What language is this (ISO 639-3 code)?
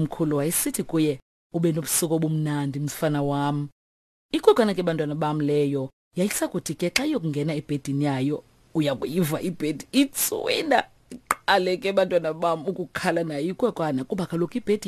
xho